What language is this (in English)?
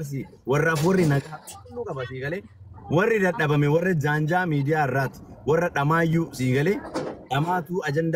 Oromo